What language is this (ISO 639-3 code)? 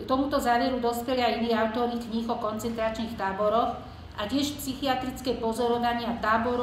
slk